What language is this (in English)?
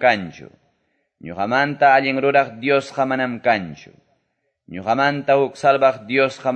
Quechua